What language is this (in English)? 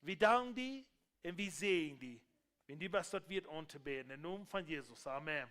Plautdietsch